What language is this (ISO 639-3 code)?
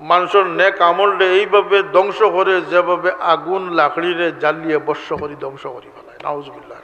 syl